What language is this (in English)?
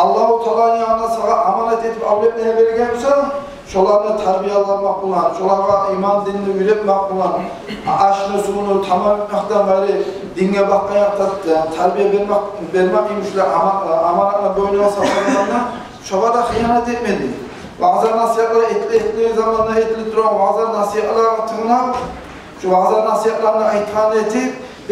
Kumyk